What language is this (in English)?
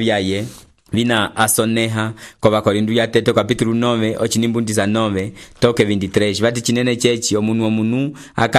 Umbundu